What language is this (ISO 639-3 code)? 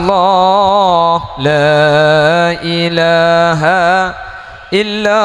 mad